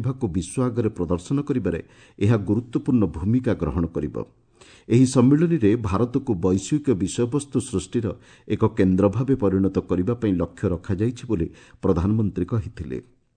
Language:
Odia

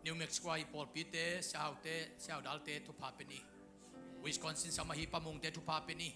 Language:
Tedim Chin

